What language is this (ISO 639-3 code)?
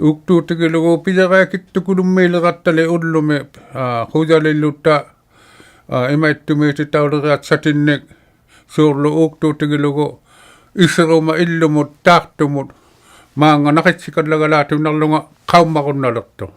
iku